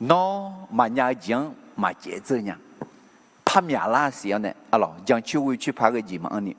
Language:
Akha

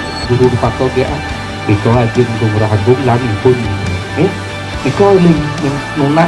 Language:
Balinese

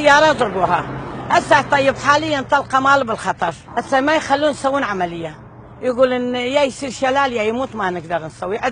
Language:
Mesopotamian Arabic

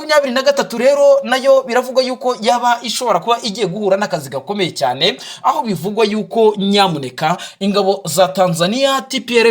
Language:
Kinyarwanda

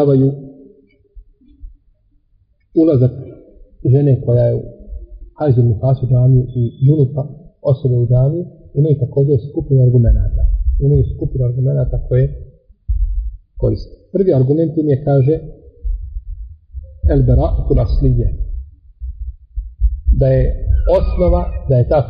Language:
Bosnian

